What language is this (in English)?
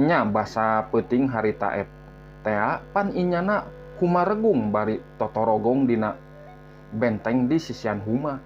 Sundanese